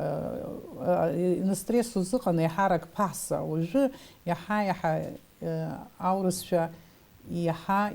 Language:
Abkhazian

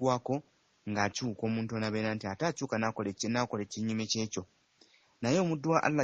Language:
Ganda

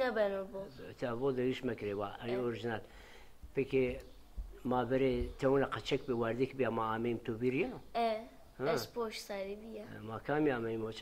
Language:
Zaza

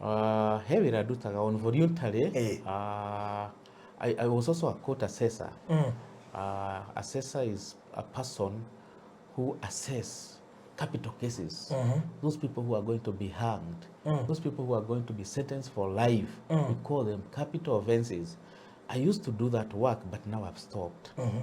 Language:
Kikuyu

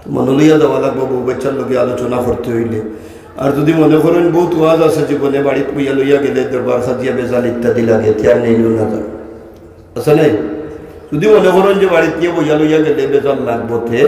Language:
Sylheti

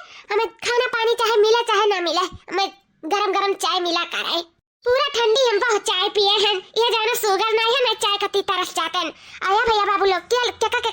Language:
Awadhi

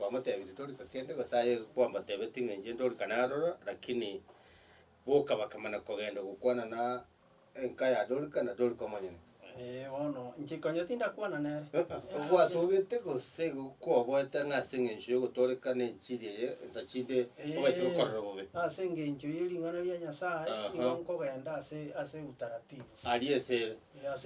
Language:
Gusii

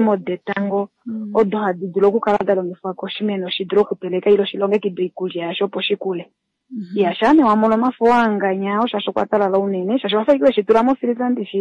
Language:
Kuanyama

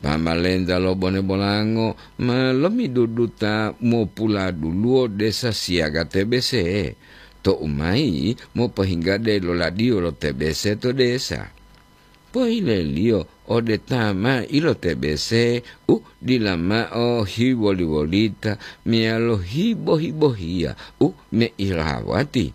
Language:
Gorontalo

